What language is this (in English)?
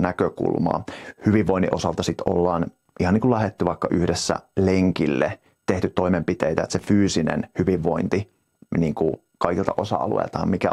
Finnish